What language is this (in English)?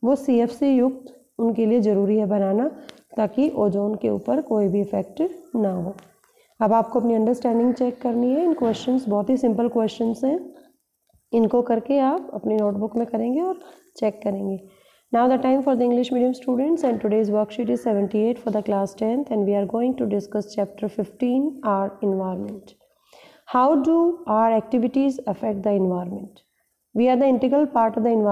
Hindi